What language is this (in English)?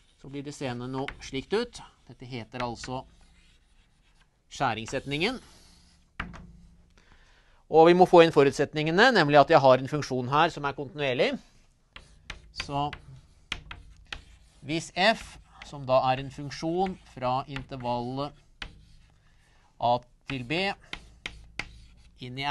Norwegian